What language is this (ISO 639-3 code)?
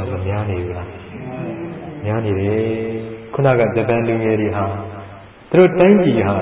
mya